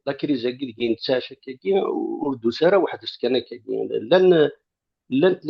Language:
Kabyle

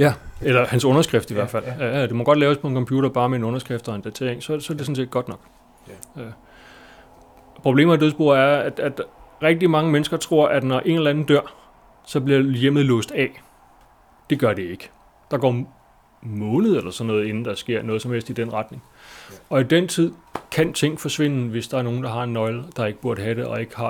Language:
Danish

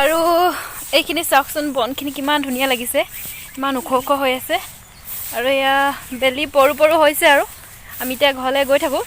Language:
Assamese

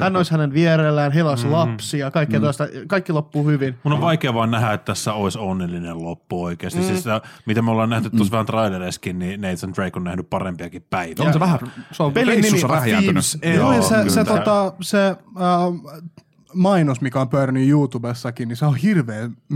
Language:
Finnish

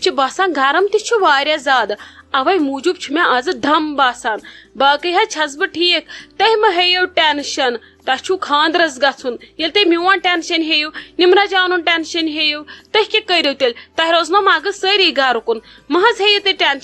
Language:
Kashmiri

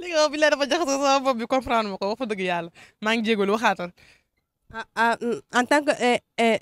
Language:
Wolof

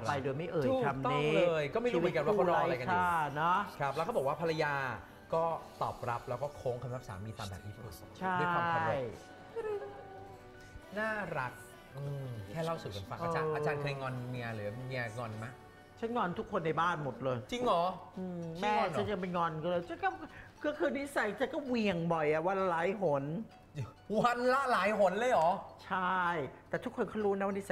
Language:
Thai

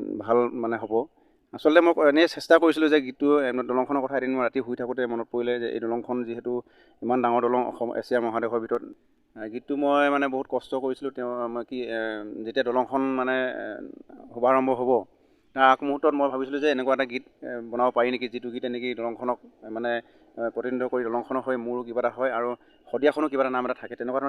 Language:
Assamese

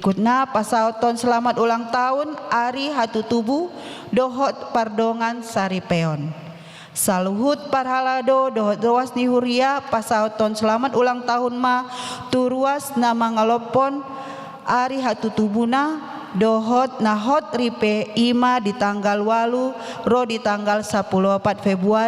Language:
Batak Toba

